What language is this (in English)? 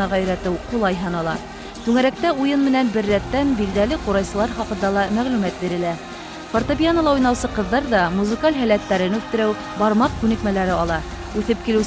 Bashkir